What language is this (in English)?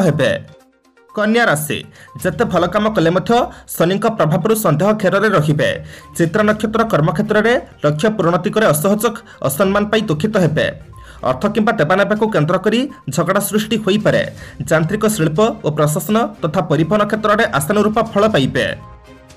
Odia